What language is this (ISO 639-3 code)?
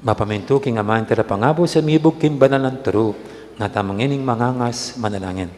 pam